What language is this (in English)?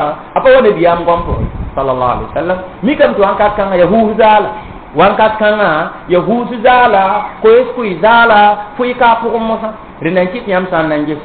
Mossi